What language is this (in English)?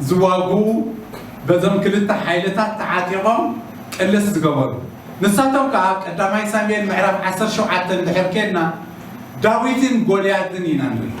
Tigrinya